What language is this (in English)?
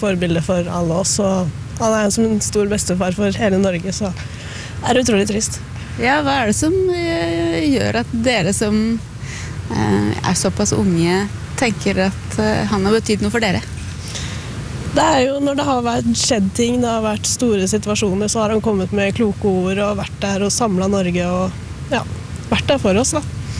Norwegian